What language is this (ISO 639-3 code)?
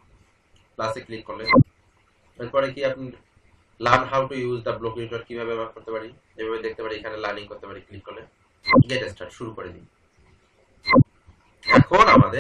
ben